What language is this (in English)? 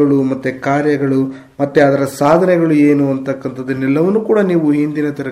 Kannada